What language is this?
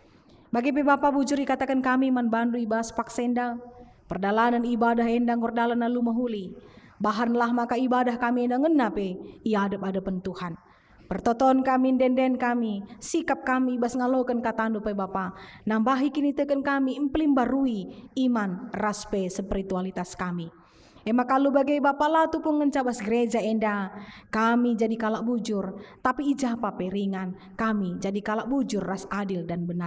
Batak Karo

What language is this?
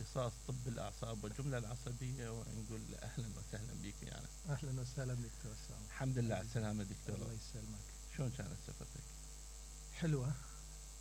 Mesopotamian Arabic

